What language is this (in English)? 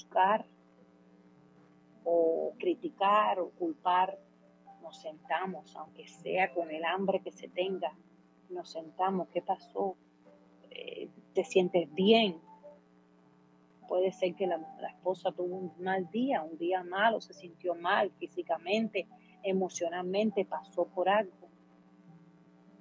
Spanish